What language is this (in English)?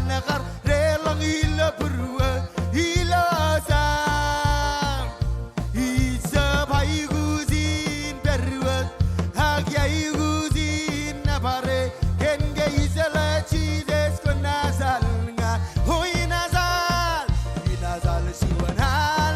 Marshallese